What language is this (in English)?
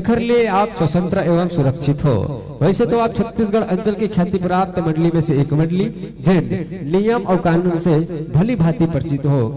Chhattisgarhi